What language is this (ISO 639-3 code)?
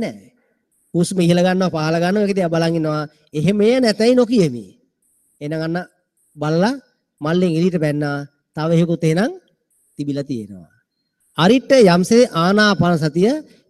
sin